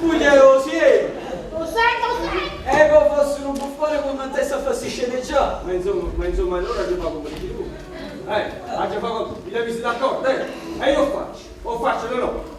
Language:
Neapolitan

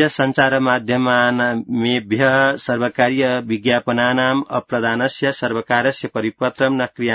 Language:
Sanskrit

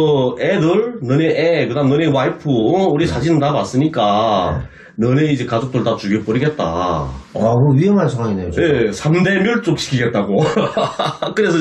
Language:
Korean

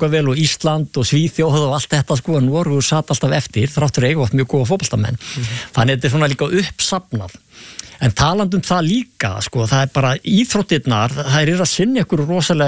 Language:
Icelandic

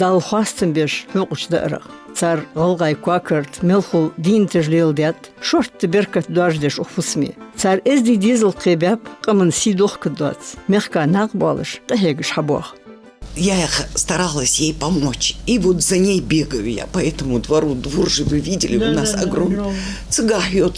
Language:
Ingush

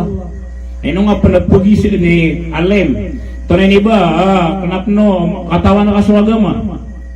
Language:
Maranao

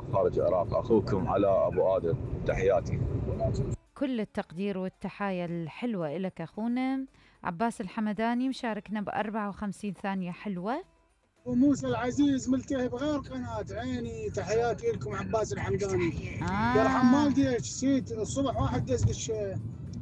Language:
Mesopotamian Arabic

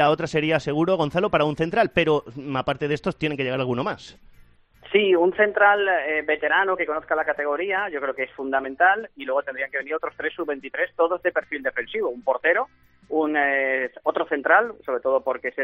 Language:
Spanish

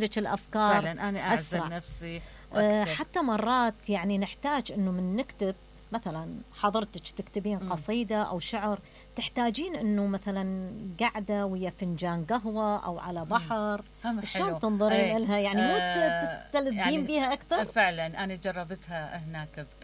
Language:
Mesopotamian Arabic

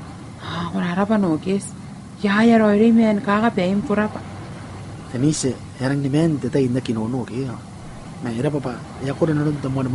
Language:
Gilbertese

